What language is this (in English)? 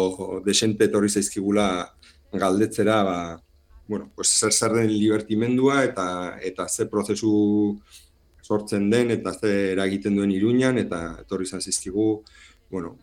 Basque